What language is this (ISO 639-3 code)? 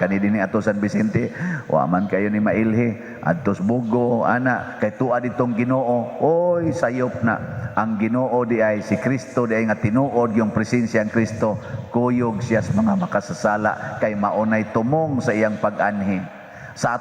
ceb